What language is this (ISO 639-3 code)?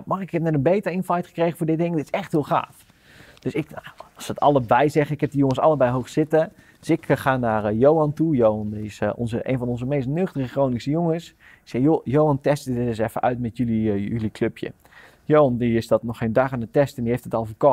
nld